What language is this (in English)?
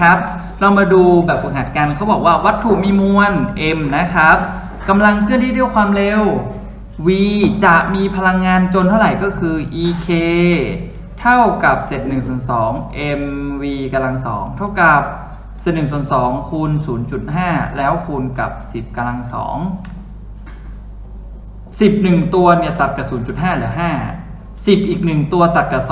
Thai